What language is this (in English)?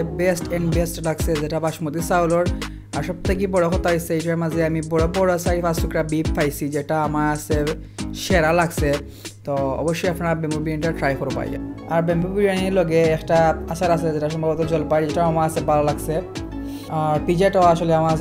Sylheti